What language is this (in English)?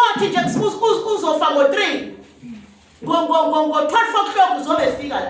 Zulu